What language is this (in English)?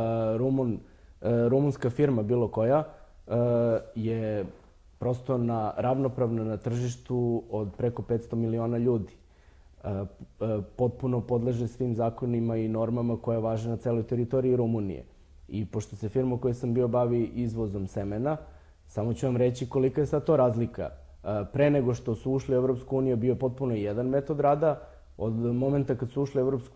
Serbian